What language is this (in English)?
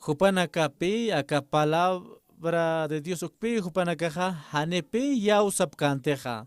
Aymara